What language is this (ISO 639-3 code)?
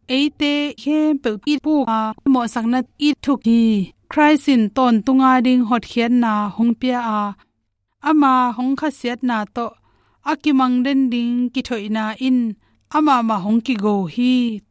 ctd